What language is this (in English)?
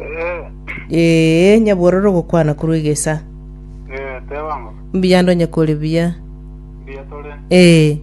Gusii